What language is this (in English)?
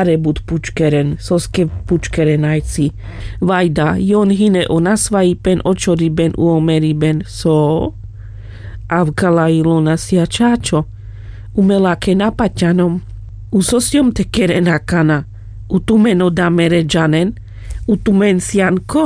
Carpathian Romani